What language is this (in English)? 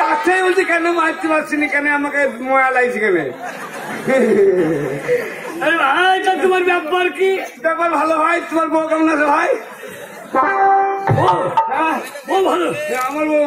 Bangla